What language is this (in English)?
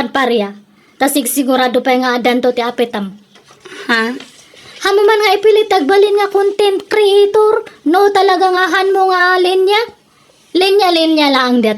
Iloko